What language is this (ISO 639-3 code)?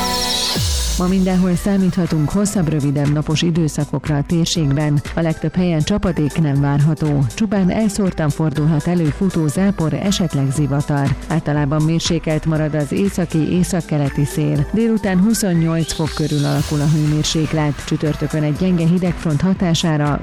hun